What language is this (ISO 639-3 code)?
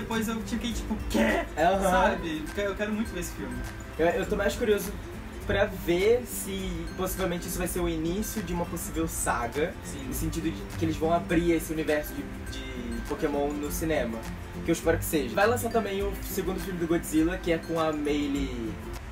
por